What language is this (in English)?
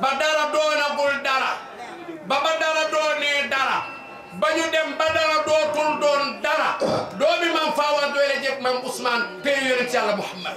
Wolof